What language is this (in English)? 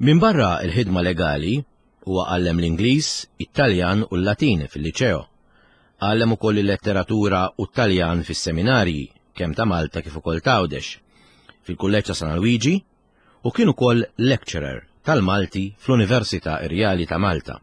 Maltese